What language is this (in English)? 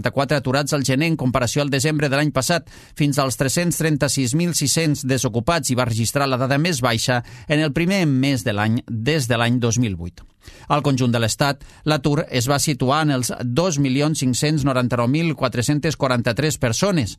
Catalan